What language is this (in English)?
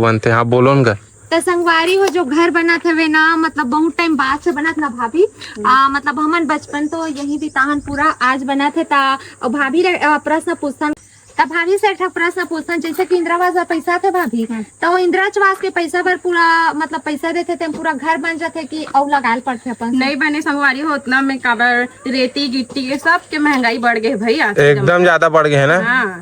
Chhattisgarhi